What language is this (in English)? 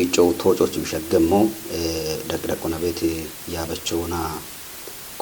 Kafa